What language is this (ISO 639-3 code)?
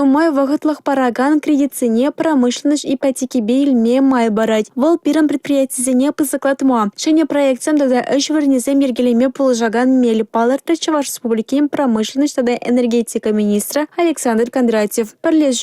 chv